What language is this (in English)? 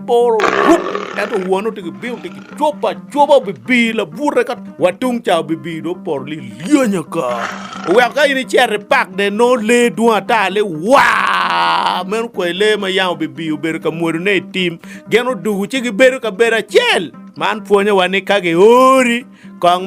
Acoli